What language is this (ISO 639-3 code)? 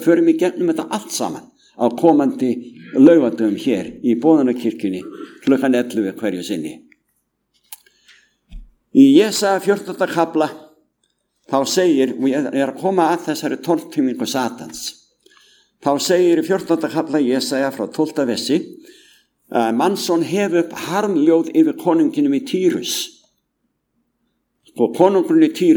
isl